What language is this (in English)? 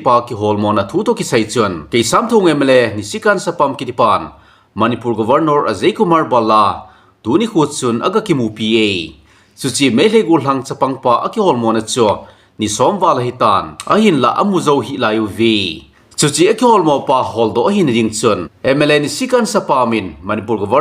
Thado Chin